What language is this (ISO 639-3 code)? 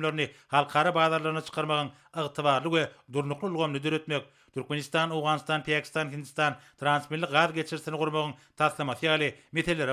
tuk